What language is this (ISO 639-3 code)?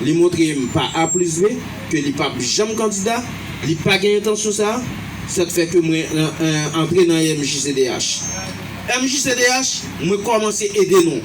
hat